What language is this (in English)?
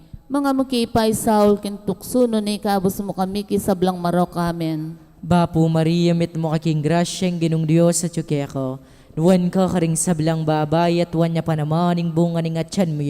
Pampanga